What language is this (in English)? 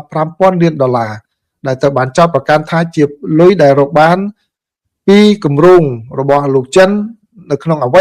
Khmer